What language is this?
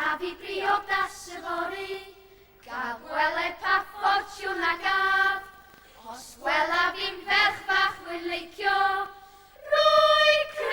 Welsh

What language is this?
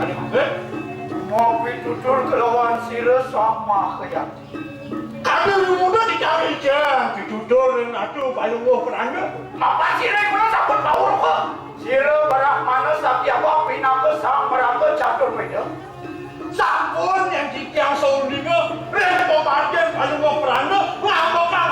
Balinese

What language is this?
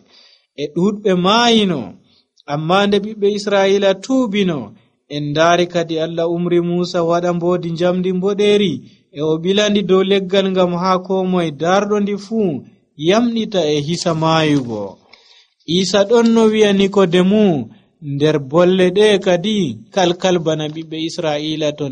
Nigerian Fulfulde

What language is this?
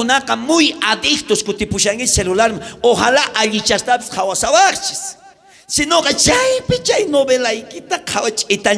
South Bolivian Quechua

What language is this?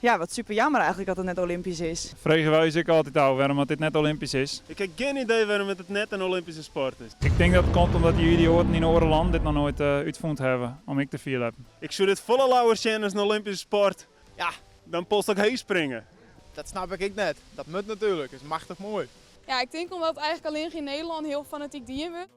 Western Frisian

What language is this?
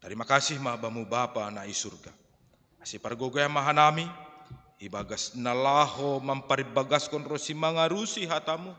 Batak Simalungun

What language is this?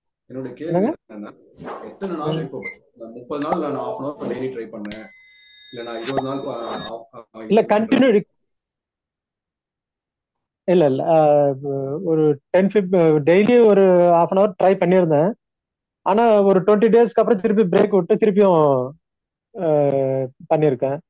Tamil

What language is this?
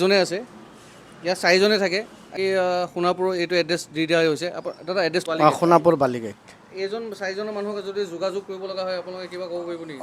Assamese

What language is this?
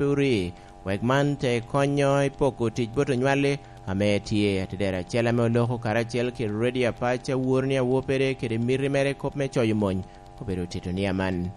Lango (Uganda)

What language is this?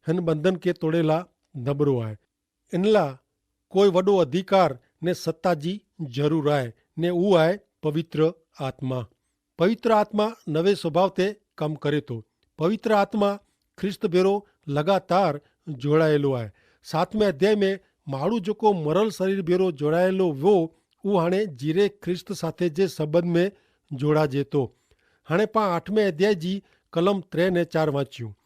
Kachhi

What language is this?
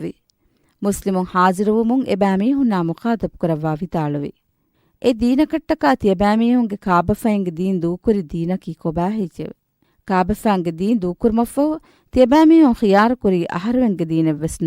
Divehi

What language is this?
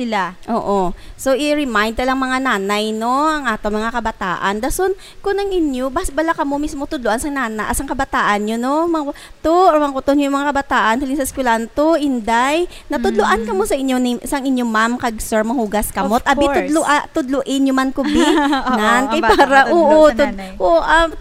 Hiligaynon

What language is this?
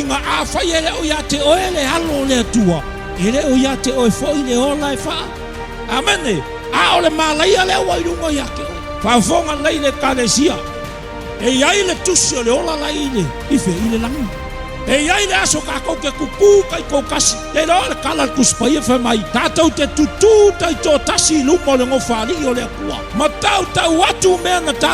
Samoan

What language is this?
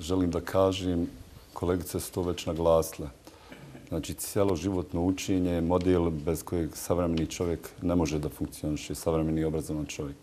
Bosnian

